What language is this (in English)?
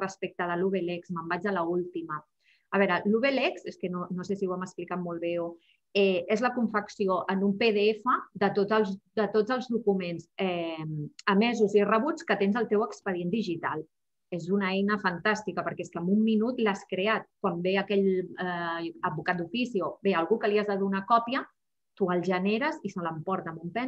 Catalan